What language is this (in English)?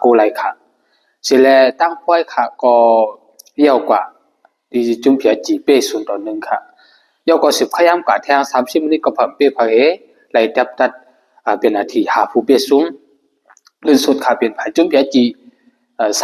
Shan